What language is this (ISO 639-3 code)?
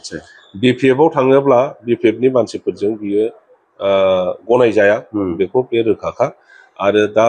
brx